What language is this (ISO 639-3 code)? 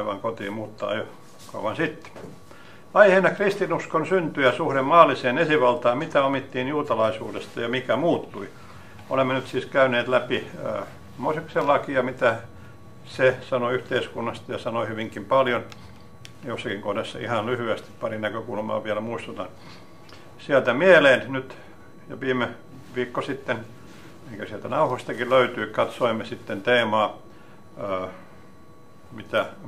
fin